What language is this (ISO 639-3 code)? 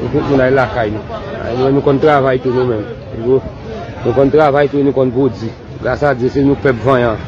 hat